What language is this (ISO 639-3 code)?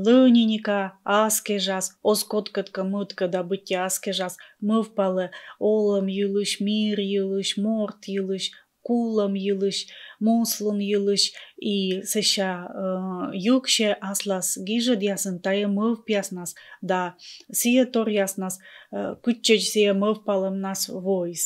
kom